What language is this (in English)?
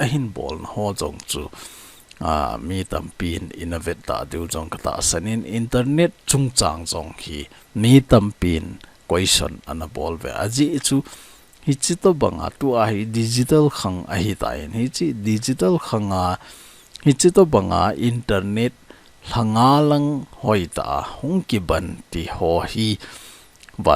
Thado Chin